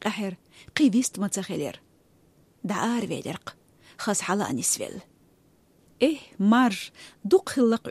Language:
Chechen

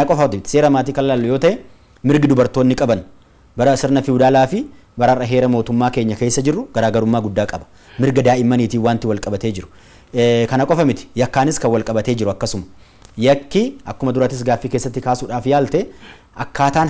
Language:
Oromo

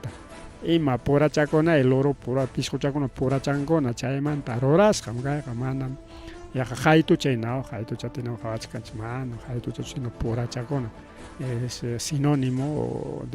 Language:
Ayacucho Quechua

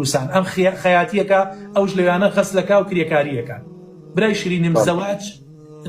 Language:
Central Kurdish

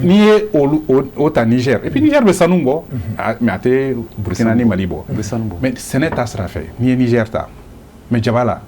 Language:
Bambara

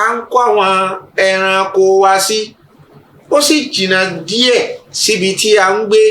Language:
Yoruba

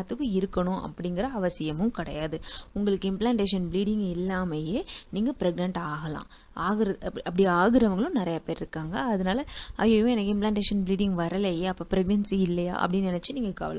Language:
Tamil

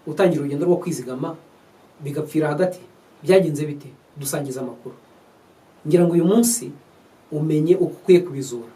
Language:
Kinyarwanda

